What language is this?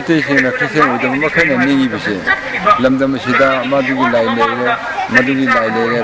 Manipuri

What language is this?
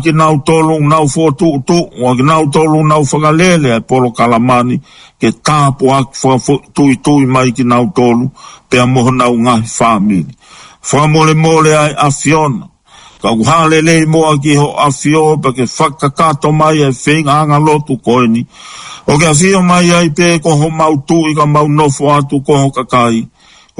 Tongan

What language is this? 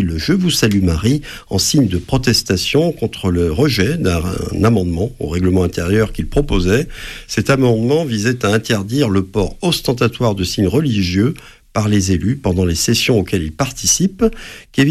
French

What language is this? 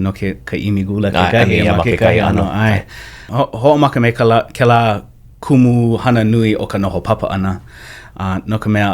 Hawaiian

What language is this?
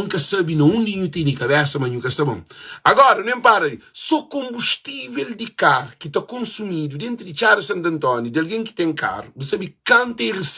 Kabuverdianu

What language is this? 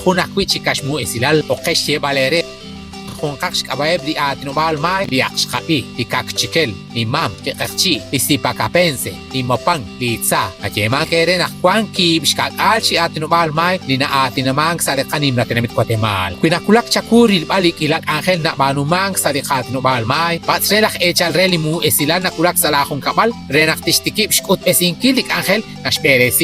Kekchí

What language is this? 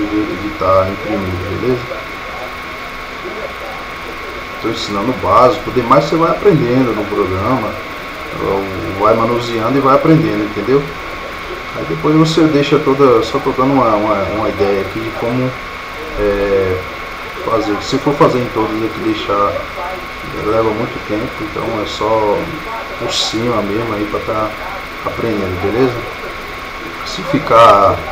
Portuguese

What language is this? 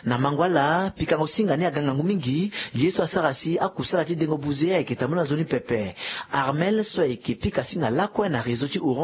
Sango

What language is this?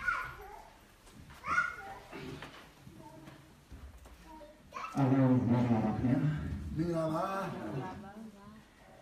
Burmese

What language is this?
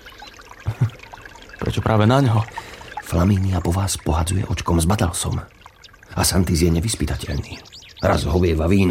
Slovak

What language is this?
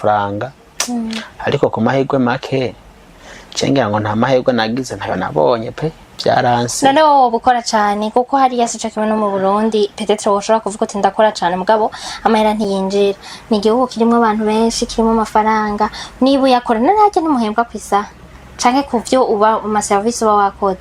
Rundi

